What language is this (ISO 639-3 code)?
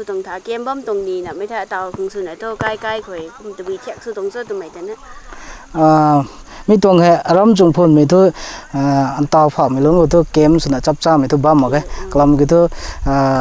nbu